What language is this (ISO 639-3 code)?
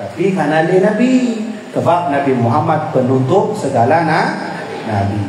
ace